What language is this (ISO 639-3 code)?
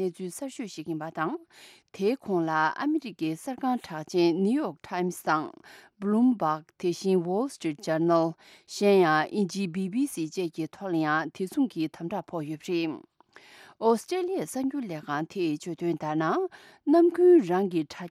bod